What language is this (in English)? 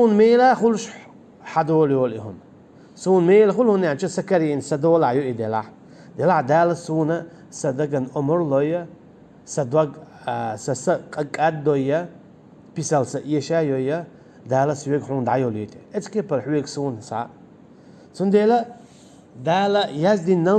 Chechen